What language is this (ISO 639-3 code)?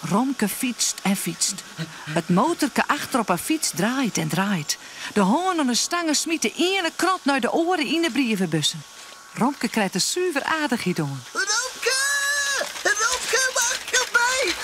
fry